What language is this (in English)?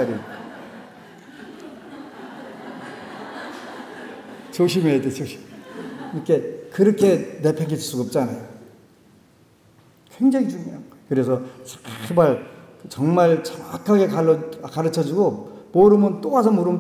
Korean